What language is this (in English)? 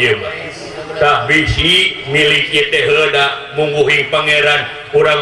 Sundanese